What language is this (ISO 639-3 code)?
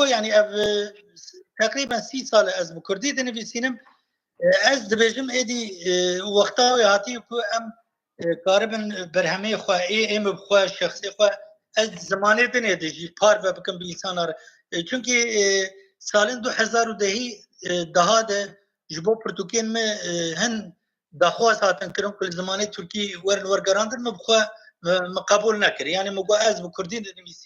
kur